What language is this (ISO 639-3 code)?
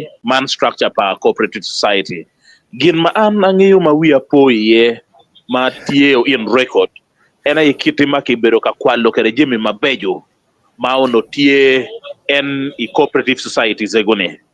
ach